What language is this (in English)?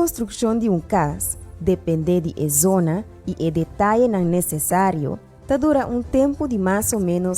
Papiamento